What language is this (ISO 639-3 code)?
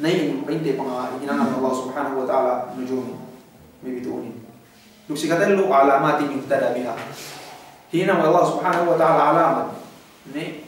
yka